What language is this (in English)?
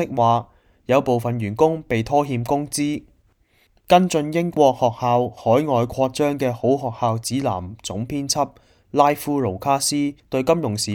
Cantonese